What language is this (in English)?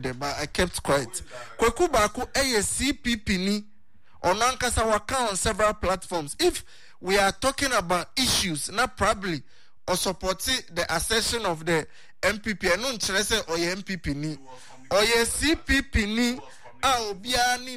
Akan